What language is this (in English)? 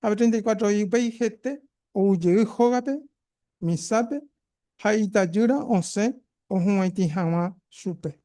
Guarani